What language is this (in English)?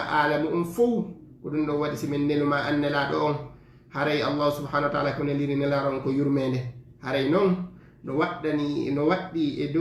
Fula